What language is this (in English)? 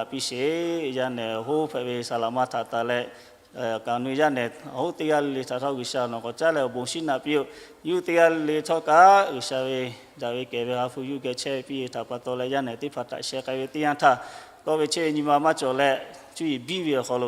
Lahu